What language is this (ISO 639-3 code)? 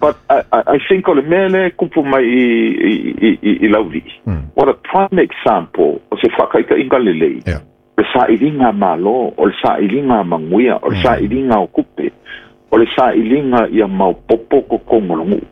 smo